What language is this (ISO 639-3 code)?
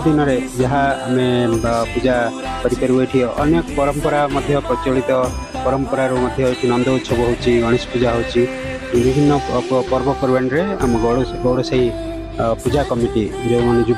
ori